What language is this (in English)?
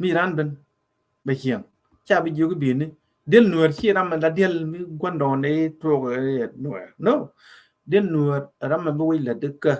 Nuer